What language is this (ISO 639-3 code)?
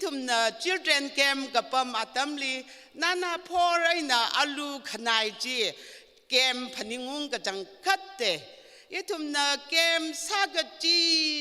nmf